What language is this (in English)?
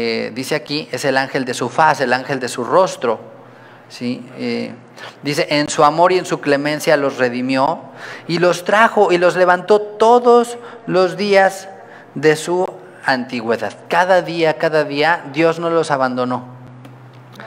Spanish